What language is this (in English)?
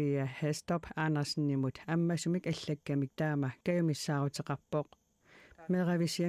Kalaallisut